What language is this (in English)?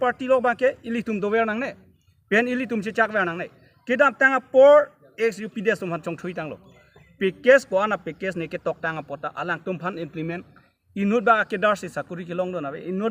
Karbi